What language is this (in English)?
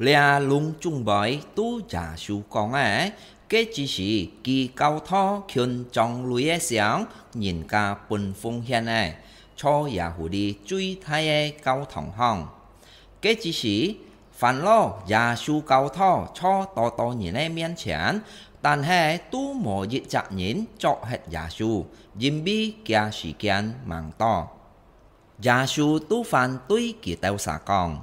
Hakka Chinese